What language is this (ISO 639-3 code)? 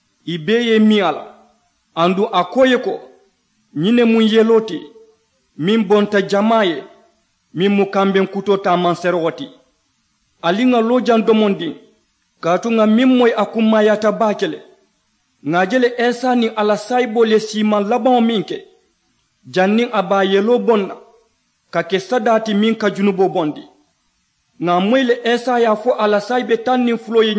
man